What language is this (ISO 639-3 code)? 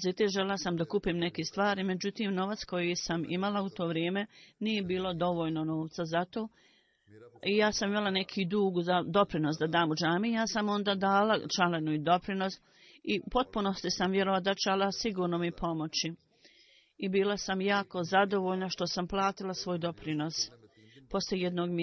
bos